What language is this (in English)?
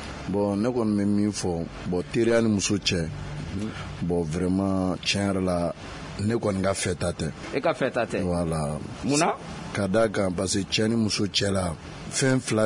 Bambara